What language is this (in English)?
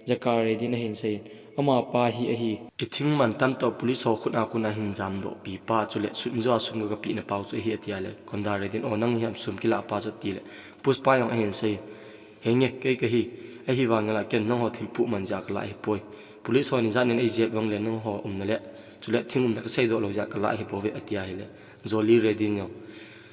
Thado Chin